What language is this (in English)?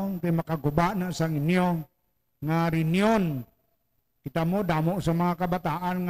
Hiligaynon